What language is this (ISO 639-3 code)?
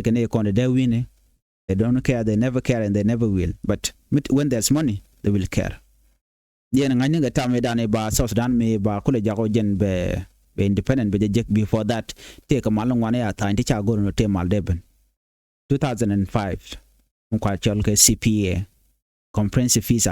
nus